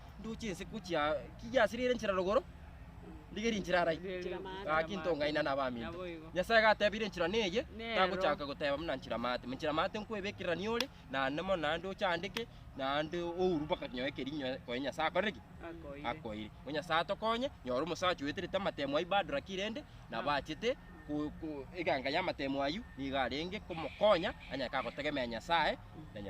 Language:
Gusii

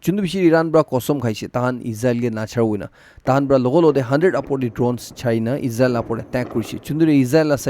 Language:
Naga Pidgin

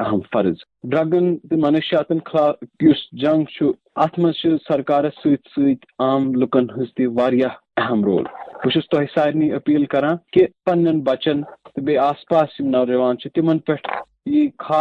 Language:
Kashmiri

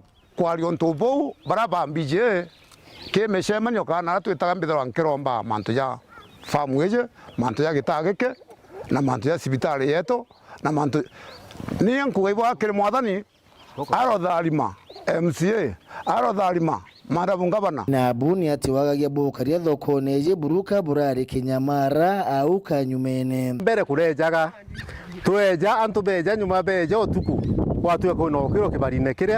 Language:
Meru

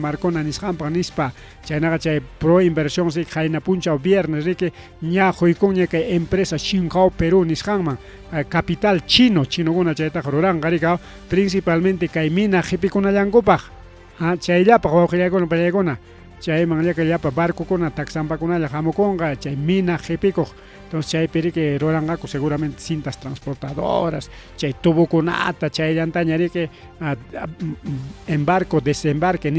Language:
Ayacucho Quechua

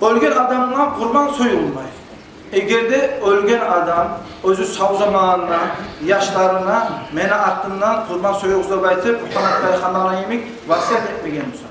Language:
Kumyk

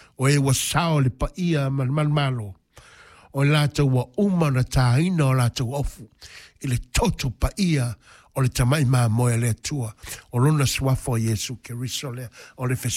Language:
Samoan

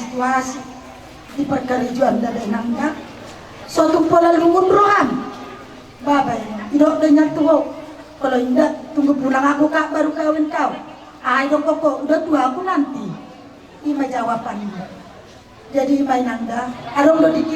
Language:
Batak Toba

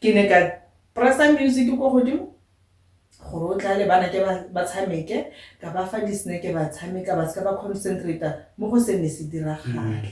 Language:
Tswana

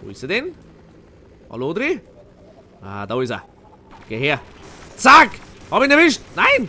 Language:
Bavarian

